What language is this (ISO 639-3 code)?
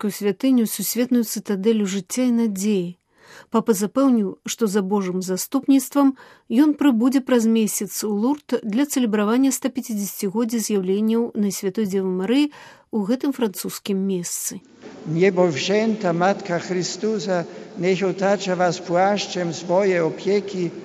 bel